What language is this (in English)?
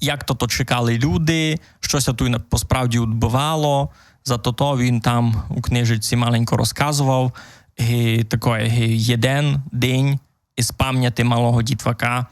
Rusyn